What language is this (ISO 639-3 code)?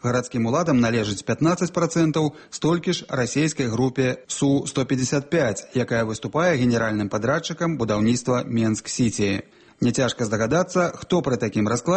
bel